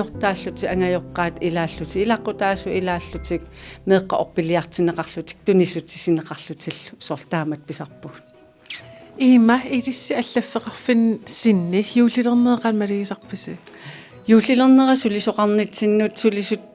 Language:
Kalaallisut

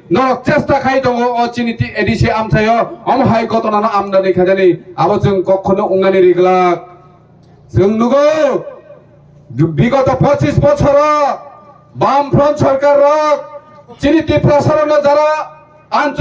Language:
Kok Borok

